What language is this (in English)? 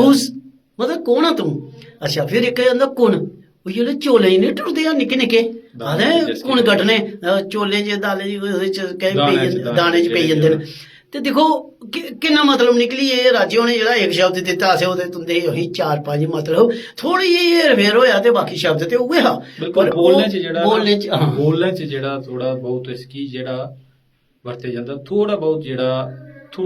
Dogri